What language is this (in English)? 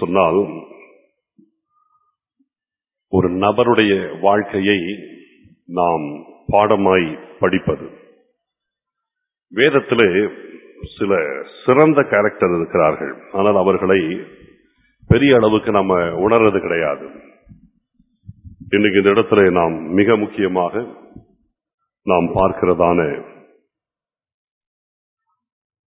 Tamil